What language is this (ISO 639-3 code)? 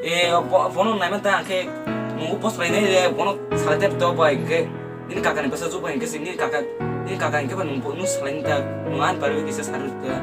trp